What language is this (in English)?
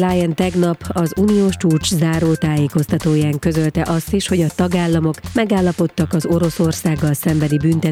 Hungarian